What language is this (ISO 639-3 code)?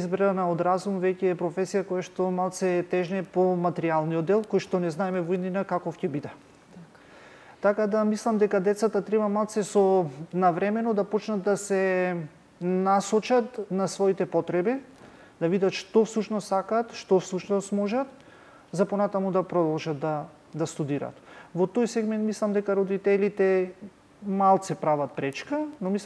mkd